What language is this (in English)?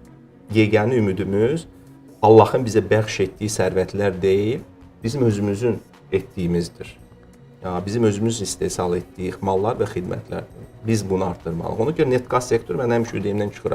Azerbaijani